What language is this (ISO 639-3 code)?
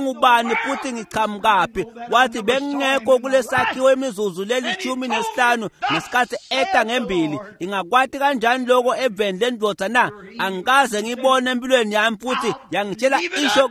ssw